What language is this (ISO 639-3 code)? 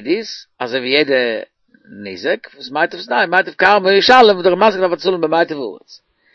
yid